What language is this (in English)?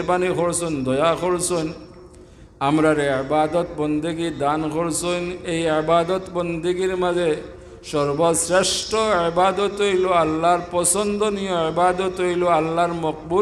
Sylheti